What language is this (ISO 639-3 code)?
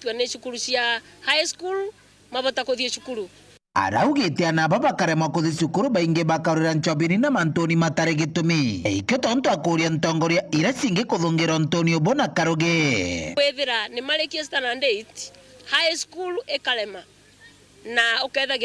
mer